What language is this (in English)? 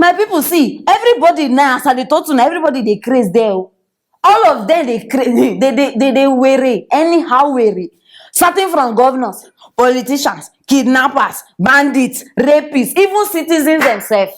Nigerian Pidgin